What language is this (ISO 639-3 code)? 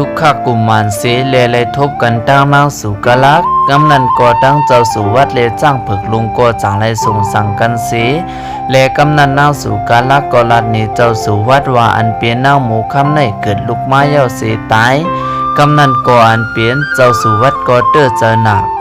shn